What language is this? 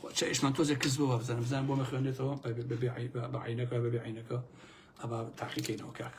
Central Kurdish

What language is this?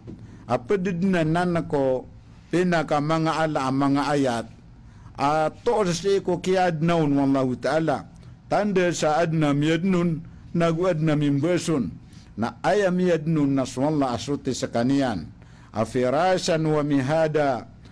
Maranao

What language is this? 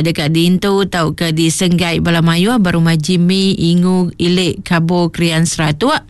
Iban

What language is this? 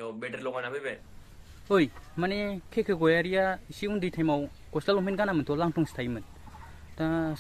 Bodo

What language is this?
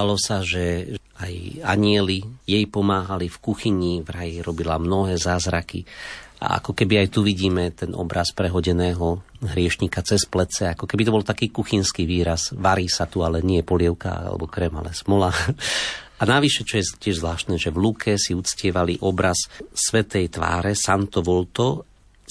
Slovak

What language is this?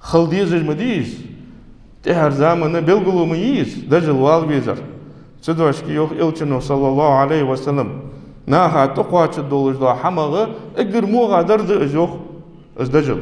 Ingush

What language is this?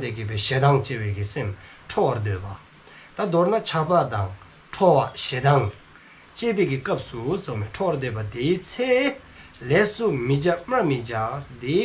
Dzongkha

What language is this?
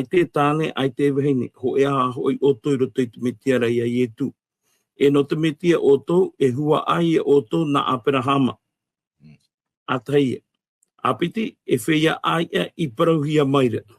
Tahitian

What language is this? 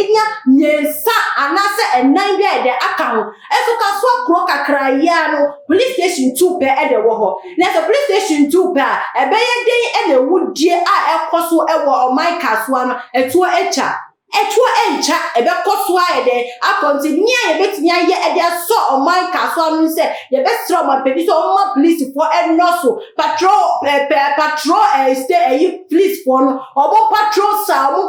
Akan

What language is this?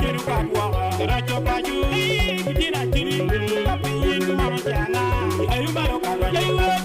Acoli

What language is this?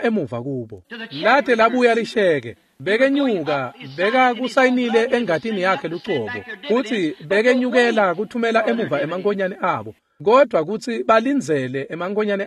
Swati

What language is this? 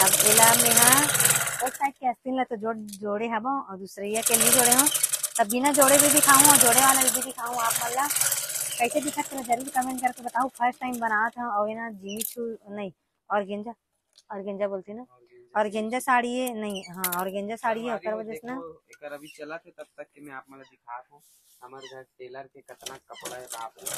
Chhattisgarhi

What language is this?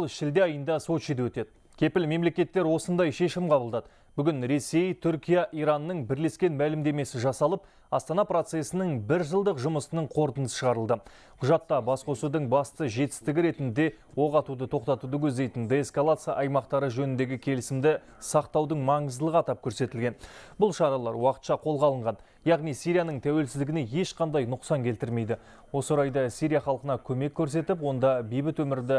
Kazakh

